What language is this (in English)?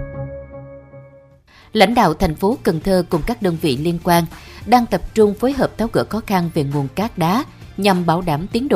Vietnamese